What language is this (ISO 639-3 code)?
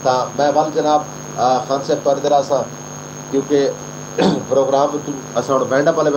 skr